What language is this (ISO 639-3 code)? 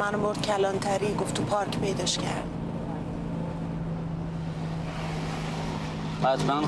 fas